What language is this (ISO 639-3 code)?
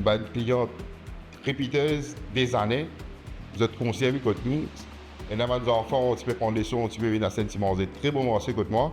mfe